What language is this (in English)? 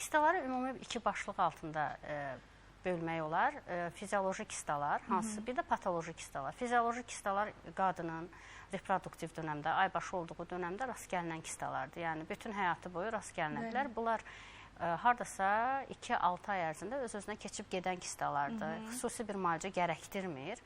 Azerbaijani